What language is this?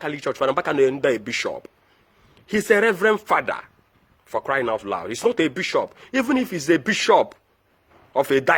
Igbo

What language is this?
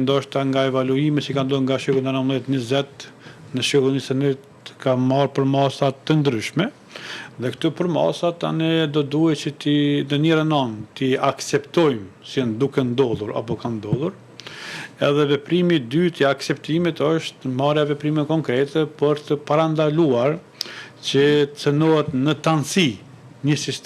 Albanian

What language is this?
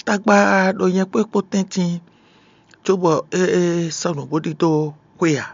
Fon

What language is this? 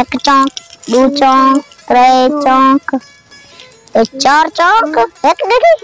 Saraiki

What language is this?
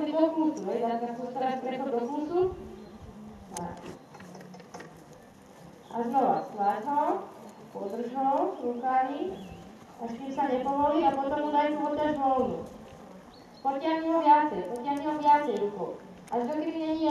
Slovak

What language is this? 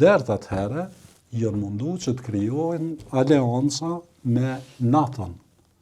Albanian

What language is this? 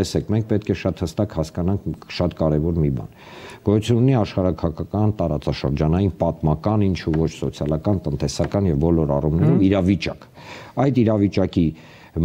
Armenian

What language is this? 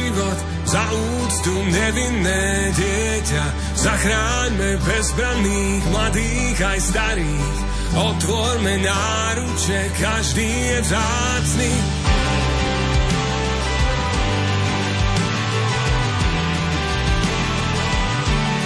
Slovak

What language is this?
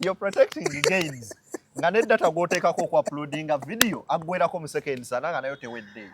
Ganda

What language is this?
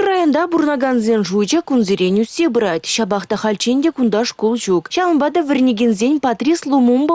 Chuvash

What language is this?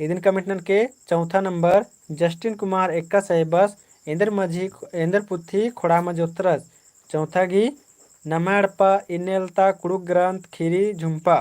Kurukh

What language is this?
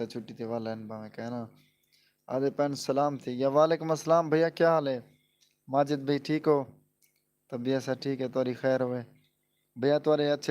Saraiki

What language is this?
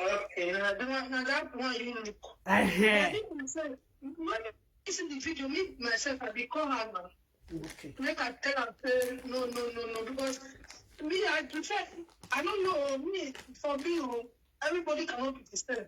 Nigerian Pidgin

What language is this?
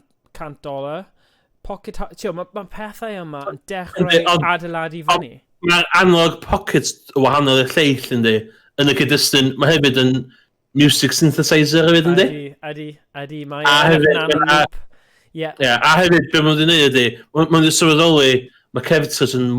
Welsh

